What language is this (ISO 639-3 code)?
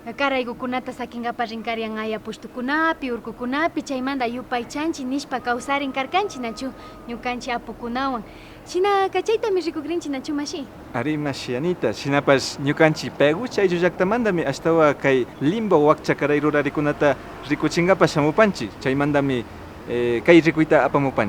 qvi